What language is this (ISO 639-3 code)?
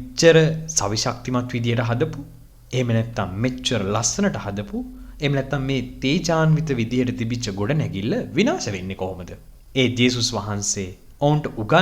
sin